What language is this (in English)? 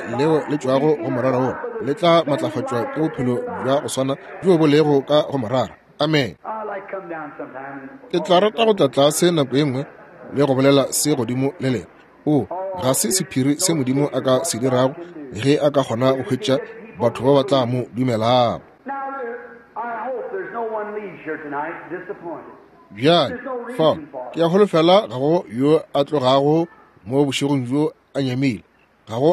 Northern Sotho